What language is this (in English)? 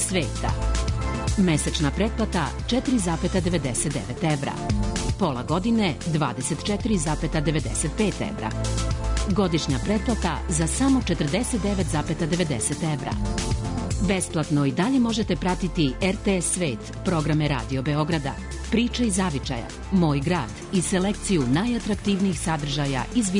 Serbian